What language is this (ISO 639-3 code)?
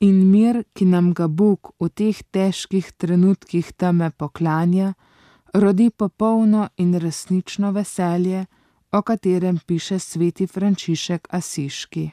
slv